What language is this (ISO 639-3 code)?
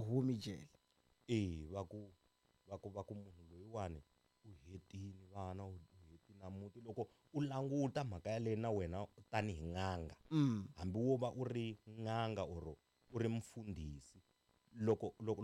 tso